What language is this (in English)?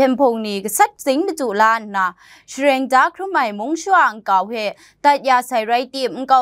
Kachin